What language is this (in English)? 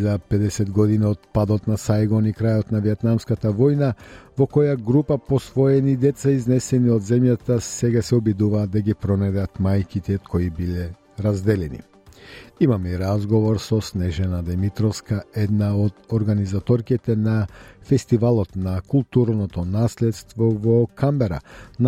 Macedonian